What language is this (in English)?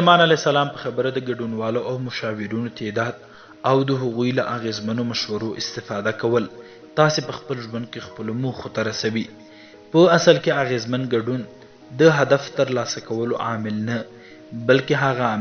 Pashto